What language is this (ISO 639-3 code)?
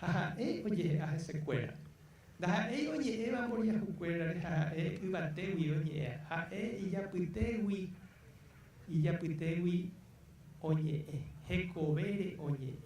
grn